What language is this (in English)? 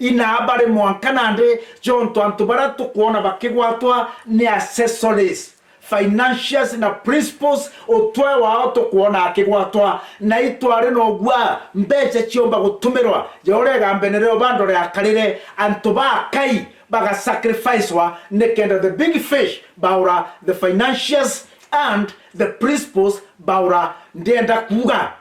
Meru